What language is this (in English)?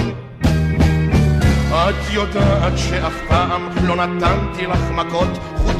Hebrew